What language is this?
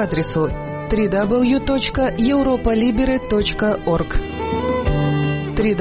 Romanian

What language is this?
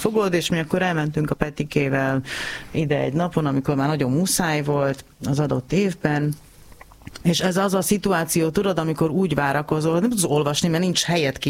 Hungarian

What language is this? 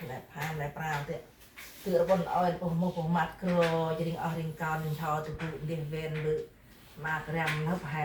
Central Mnong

